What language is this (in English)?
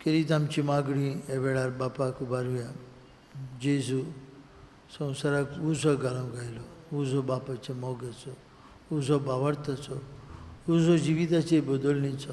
Konkani